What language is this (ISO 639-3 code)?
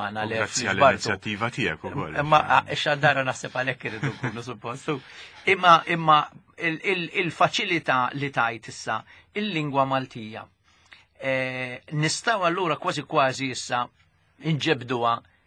mlt